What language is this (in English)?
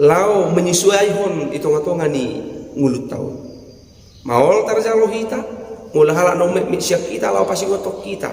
Batak Toba